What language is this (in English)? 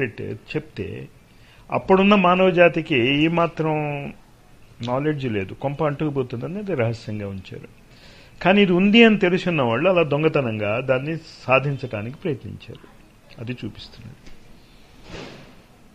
Telugu